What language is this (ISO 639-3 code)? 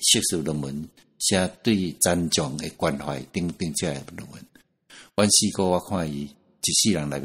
nan